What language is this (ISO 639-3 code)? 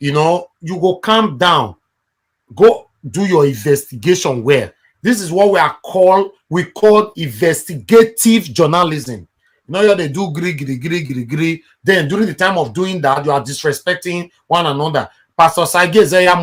pcm